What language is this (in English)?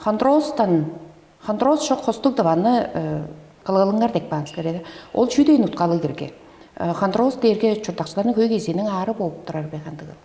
Tuvinian